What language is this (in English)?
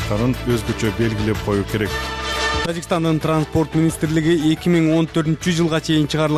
Kyrgyz